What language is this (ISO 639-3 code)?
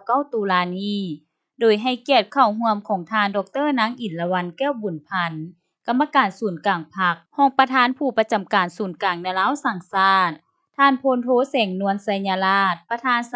lao